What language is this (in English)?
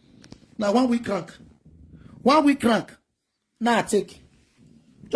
Nigerian Pidgin